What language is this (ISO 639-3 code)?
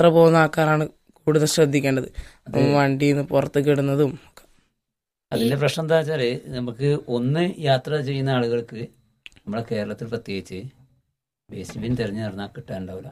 mal